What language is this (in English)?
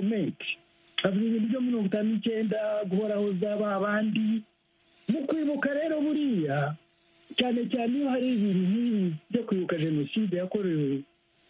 Kinyarwanda